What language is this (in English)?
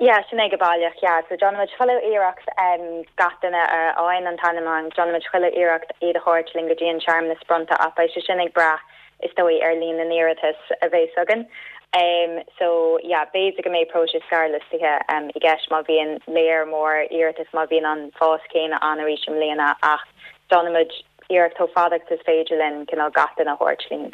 Irish